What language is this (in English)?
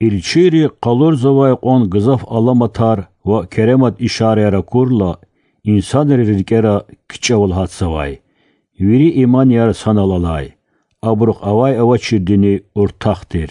Lezghian